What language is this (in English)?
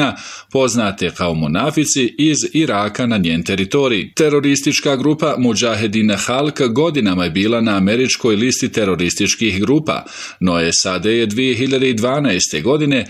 Bosnian